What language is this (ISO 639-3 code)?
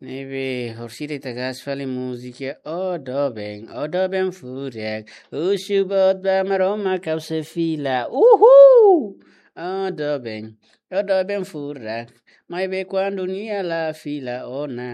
tet